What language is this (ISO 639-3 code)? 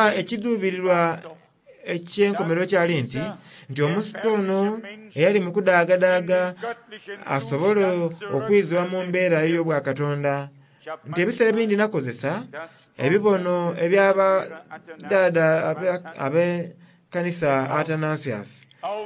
xog